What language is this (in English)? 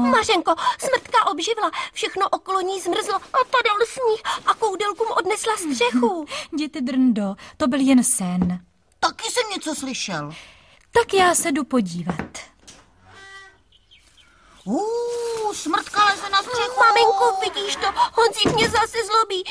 Czech